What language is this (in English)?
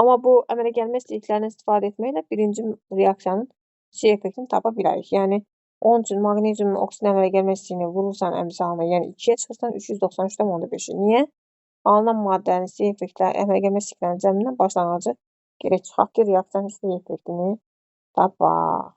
Azerbaijani